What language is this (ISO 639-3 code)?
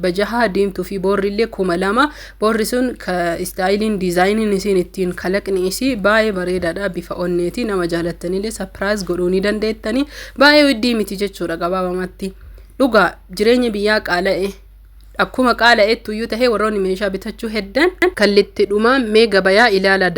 orm